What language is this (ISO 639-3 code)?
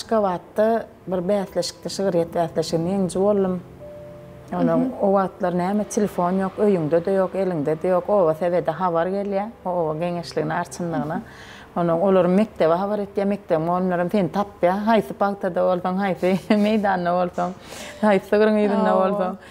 tuk